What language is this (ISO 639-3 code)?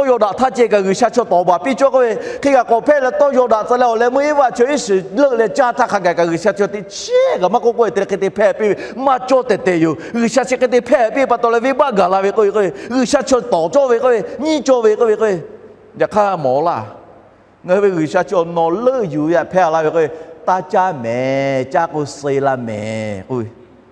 lhu